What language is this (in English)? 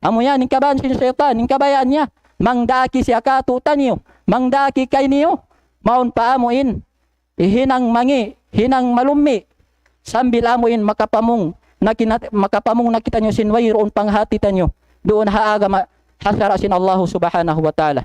Tausug